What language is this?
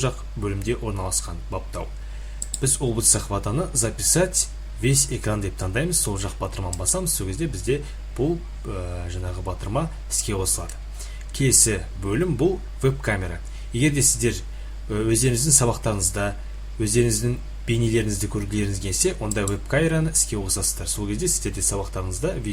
Kazakh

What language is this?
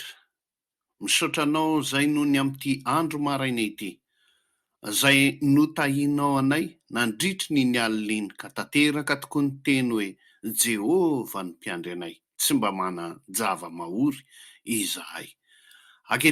Malagasy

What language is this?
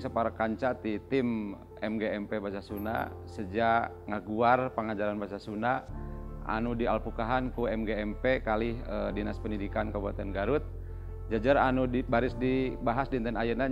Sundanese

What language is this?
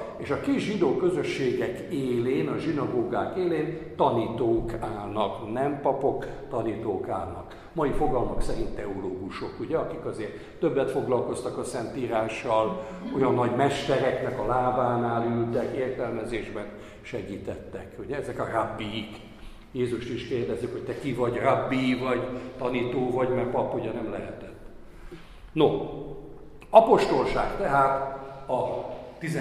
Hungarian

